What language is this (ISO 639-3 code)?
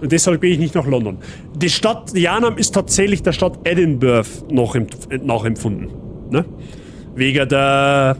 bar